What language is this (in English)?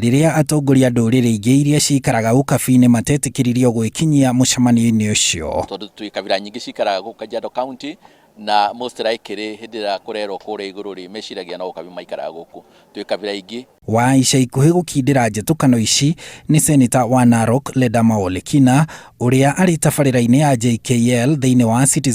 Kikuyu